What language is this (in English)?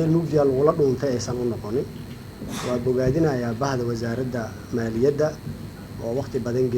Somali